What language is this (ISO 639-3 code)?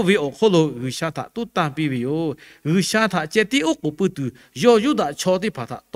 lhu